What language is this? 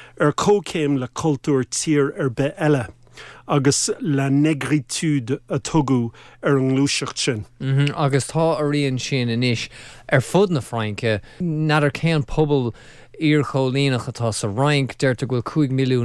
Irish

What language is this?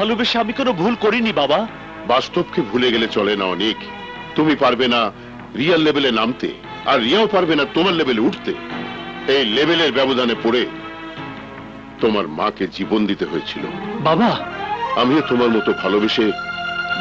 Bangla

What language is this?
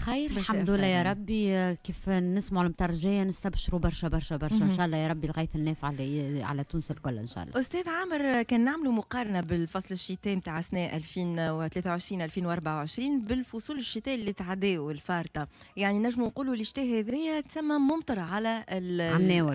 Tunisian Arabic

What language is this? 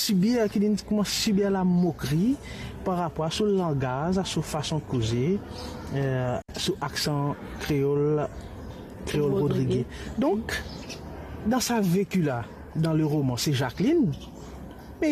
Morisyen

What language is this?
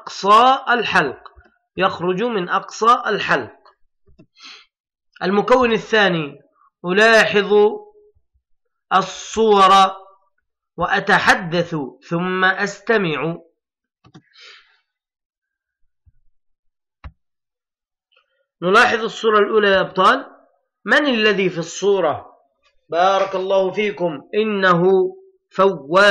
Arabic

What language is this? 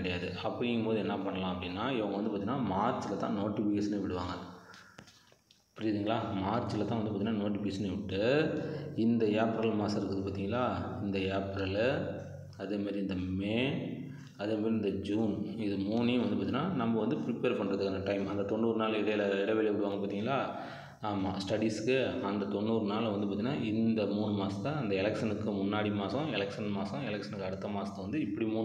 Tamil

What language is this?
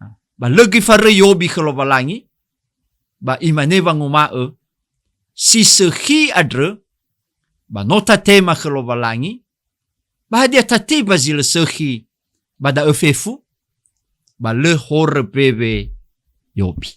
Nias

